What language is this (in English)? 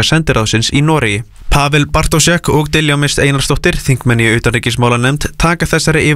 Icelandic